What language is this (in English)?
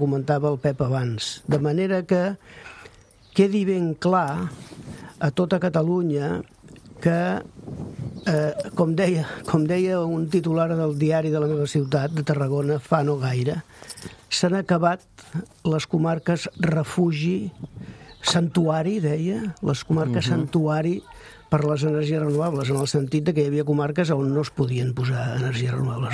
Catalan